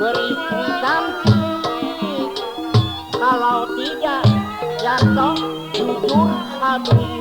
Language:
Betawi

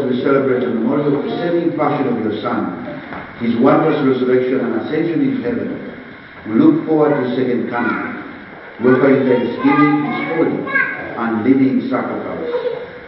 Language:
English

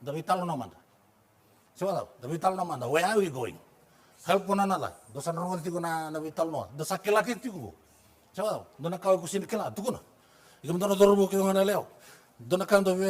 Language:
Fijian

